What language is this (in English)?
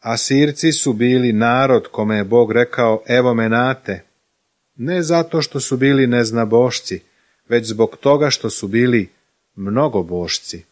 Serbian